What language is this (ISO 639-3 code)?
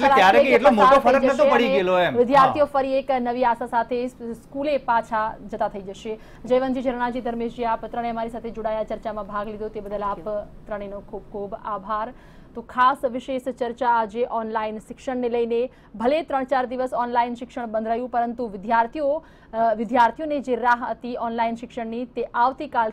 guj